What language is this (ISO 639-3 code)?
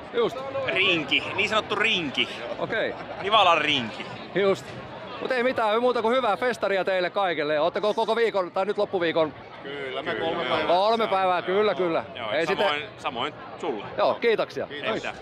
fin